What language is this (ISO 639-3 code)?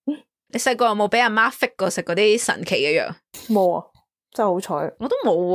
yue